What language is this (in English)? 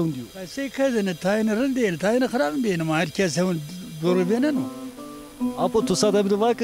Zaza